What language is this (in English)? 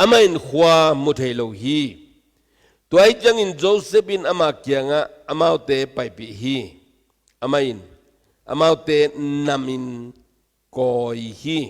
Tedim Chin